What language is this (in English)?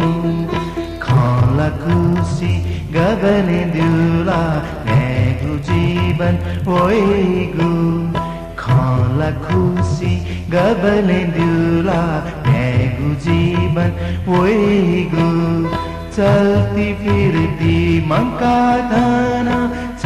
Newari